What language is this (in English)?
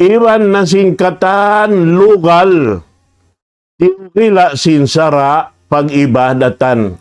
Tausug